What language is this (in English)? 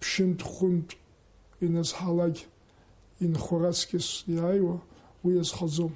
Abkhazian